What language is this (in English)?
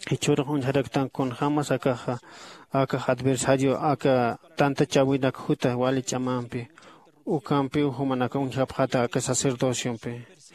Aymara